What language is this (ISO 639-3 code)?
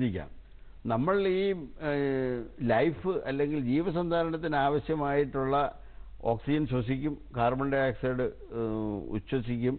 mal